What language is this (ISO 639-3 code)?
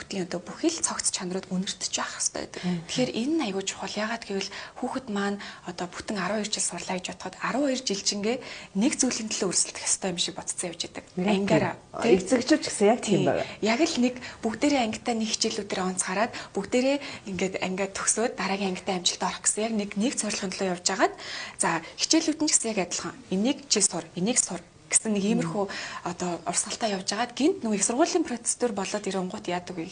mon